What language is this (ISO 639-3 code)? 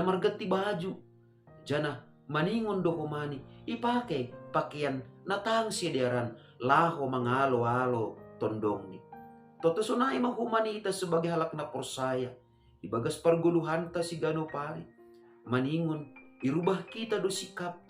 bts